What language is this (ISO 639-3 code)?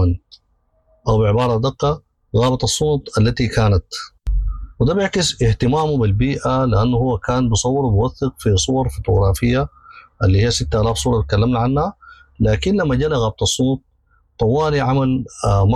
apd